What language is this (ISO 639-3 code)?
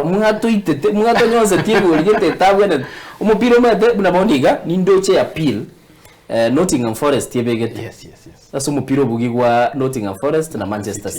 guz